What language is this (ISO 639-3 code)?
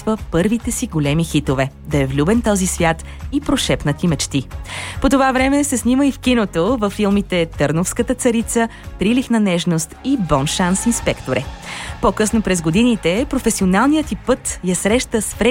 bul